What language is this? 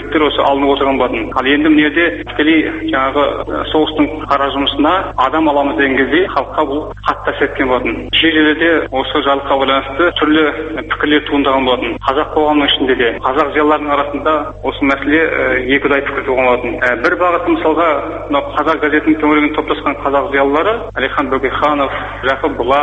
Kazakh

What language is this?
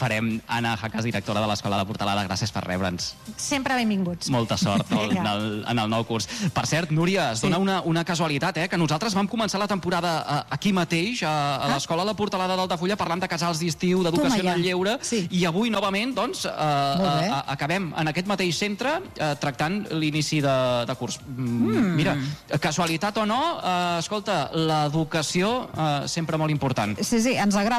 Catalan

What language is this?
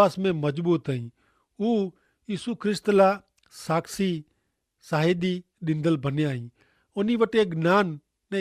Kachhi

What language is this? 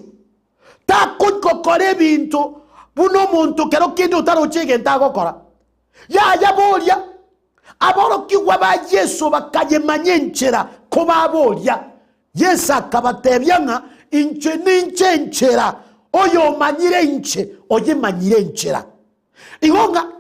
Gusii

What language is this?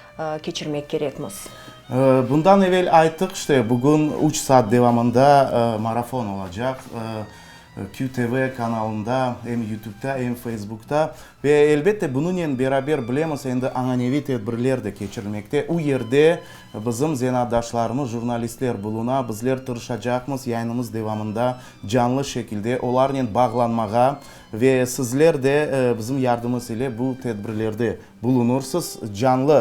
Crimean Tatar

